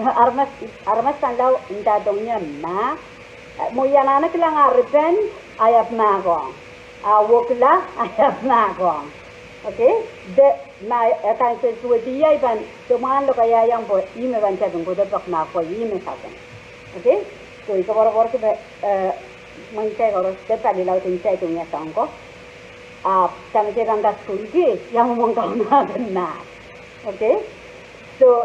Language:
Pohnpeian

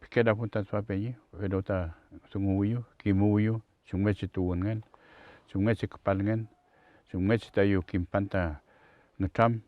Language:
Mapuche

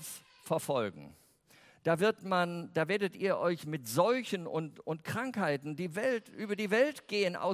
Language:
German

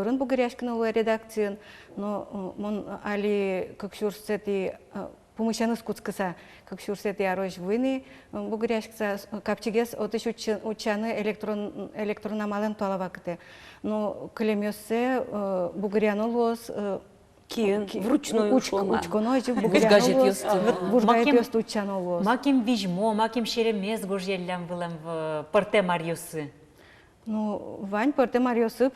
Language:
Udmurt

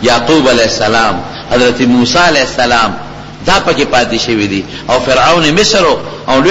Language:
Pashto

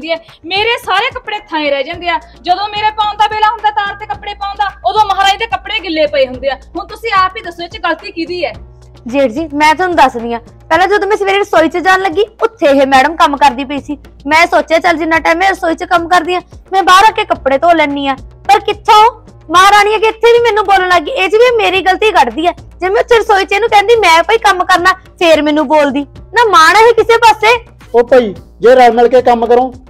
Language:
Punjabi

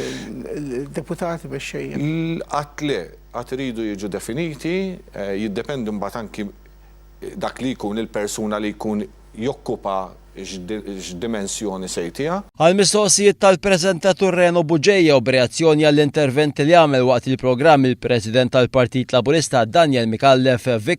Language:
Maltese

